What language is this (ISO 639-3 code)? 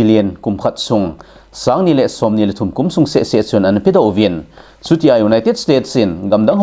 tcz